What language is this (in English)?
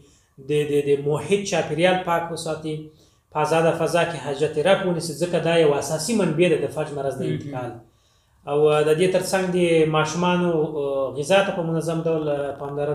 Pashto